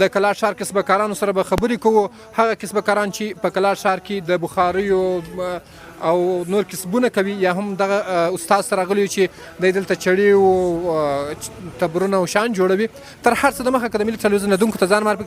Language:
Pashto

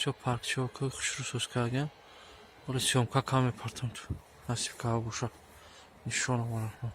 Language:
Tajik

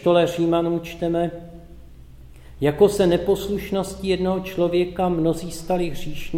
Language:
Czech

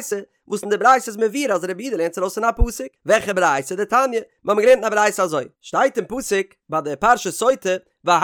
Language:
Yiddish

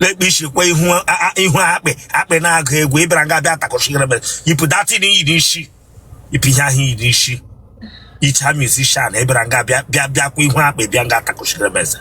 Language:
Igbo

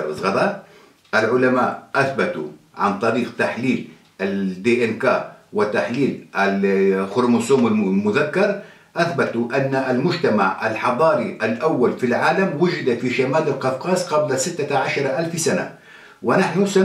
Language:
Karachay-Balkar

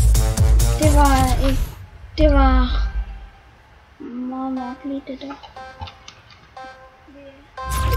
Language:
Danish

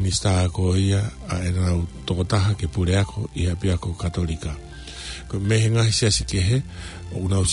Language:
Tongan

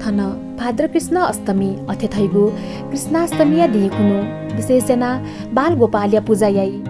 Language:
Newari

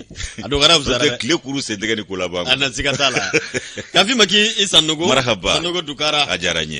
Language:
Bambara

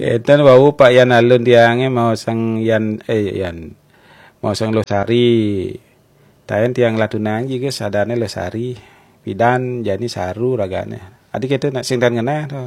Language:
Balinese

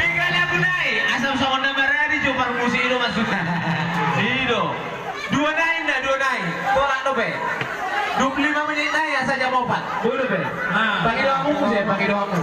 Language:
Batak Toba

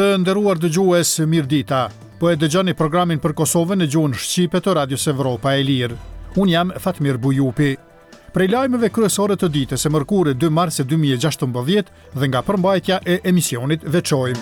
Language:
Albanian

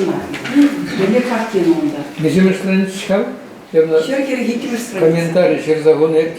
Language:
Chuvash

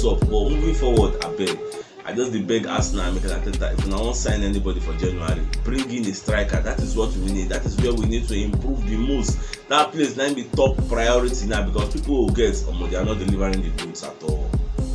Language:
Nigerian Pidgin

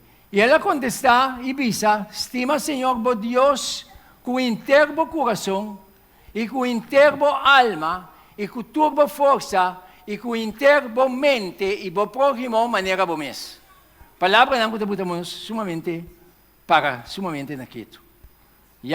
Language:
Papiamento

